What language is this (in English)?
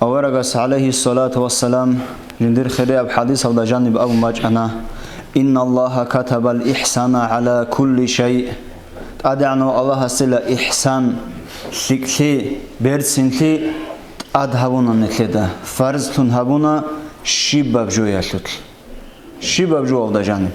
Avaric